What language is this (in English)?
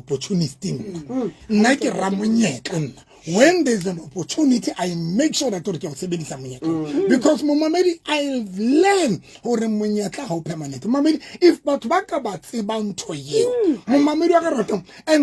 Southern Sotho